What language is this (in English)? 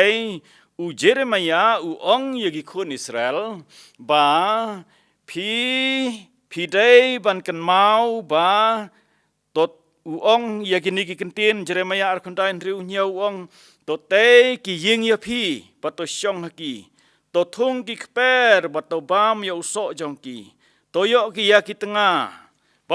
Khasi